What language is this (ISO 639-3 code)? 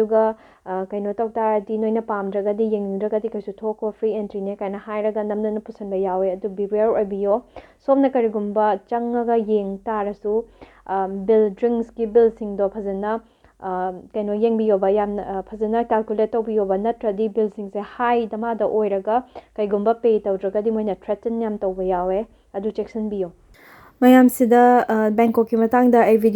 mni